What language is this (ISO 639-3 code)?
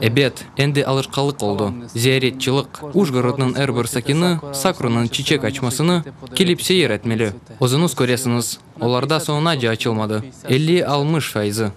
crh